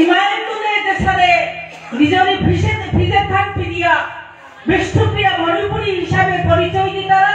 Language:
Bishnupriya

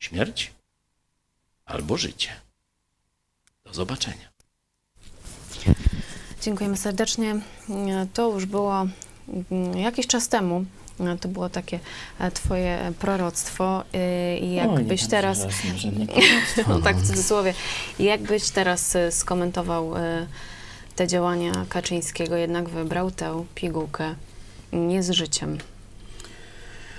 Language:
Polish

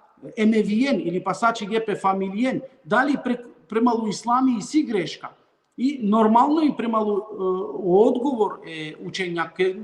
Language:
Balkan Romani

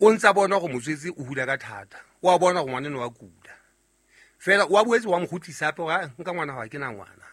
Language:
Southern Sotho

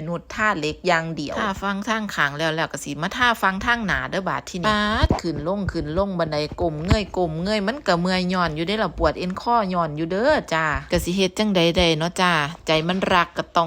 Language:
Northeastern Thai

